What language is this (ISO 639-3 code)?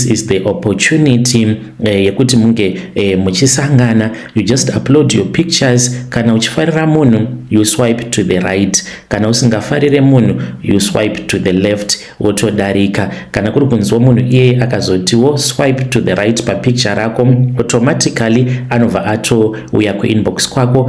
sna